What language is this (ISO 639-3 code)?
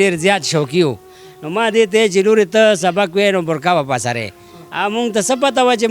pus